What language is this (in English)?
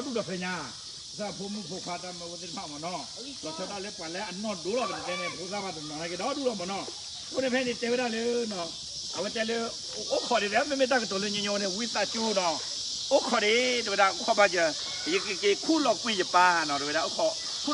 S'gaw Karen